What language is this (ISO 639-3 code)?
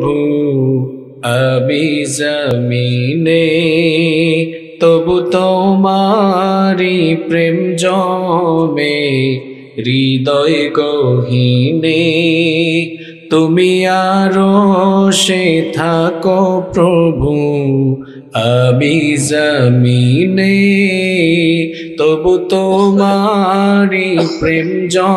ben